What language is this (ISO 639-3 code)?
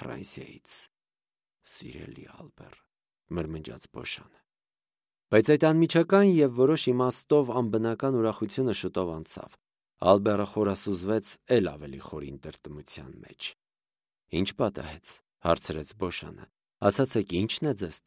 hye